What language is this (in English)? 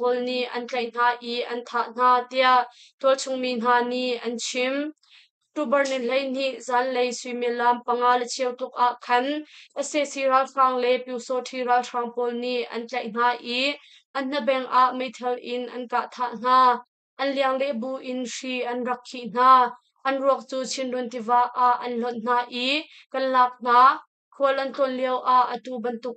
Hakha Chin